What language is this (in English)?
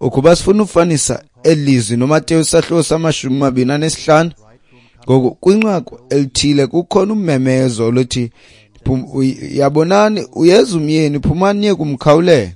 Xhosa